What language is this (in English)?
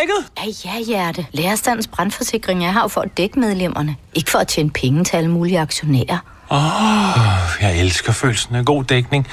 Danish